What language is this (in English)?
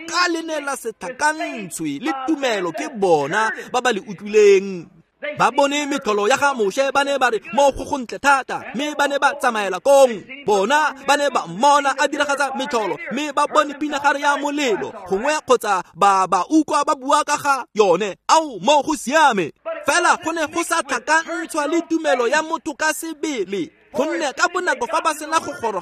Tswana